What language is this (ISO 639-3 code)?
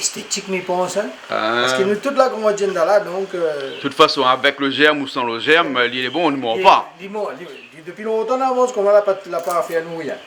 rcf